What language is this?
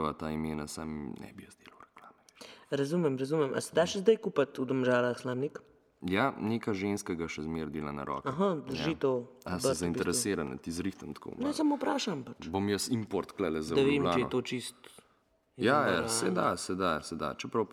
Slovenian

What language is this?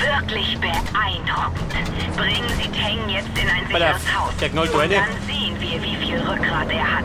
Bavarian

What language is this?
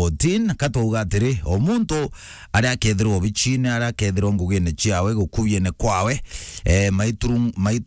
Meru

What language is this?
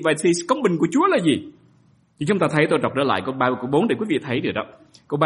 Vietnamese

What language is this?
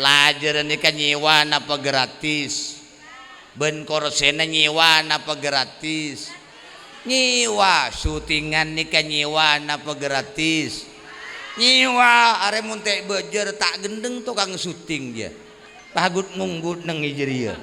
Madurese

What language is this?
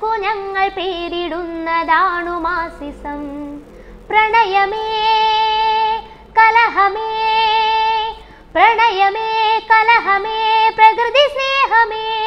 Malayalam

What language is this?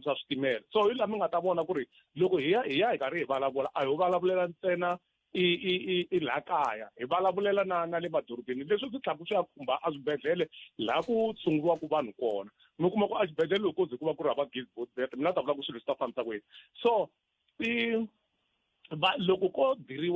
Tsonga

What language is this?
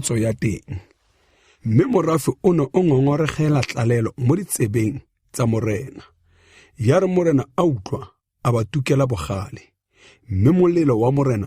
Tswana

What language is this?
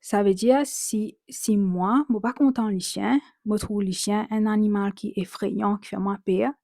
Morisyen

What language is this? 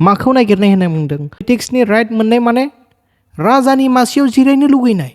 Bodo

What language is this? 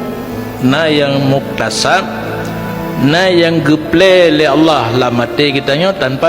Achinese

